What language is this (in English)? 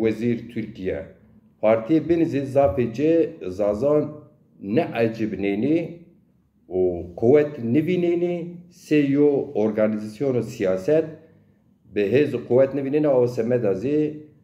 Zaza